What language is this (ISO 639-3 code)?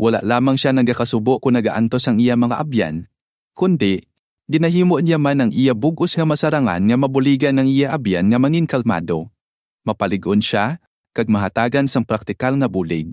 hil